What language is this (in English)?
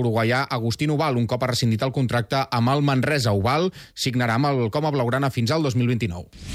Catalan